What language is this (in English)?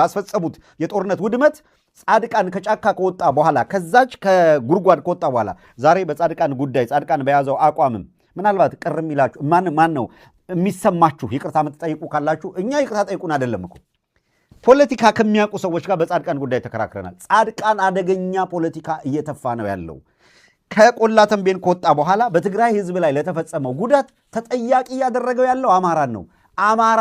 Amharic